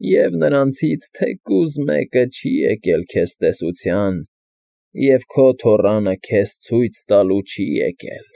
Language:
Armenian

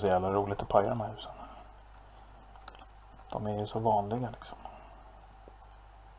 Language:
Swedish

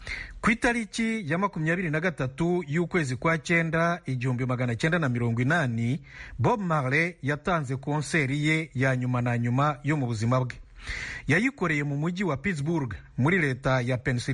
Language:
Kinyarwanda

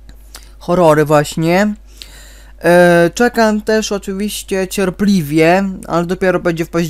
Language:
Polish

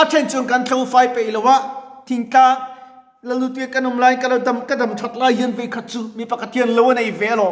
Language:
Mizo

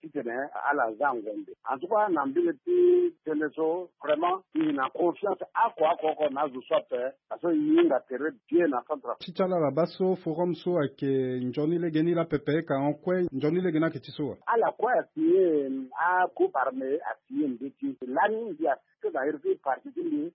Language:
Sango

